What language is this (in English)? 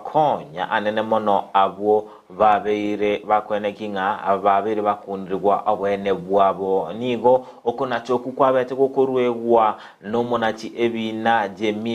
Gusii